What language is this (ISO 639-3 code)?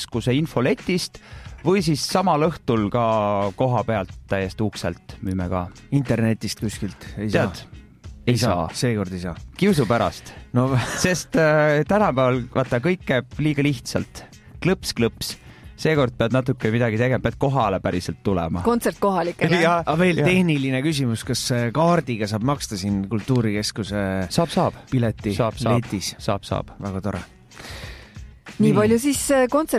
est